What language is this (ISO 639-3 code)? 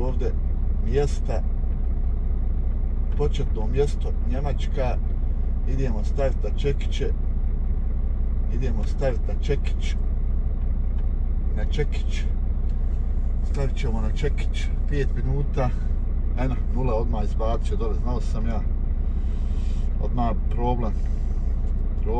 hrv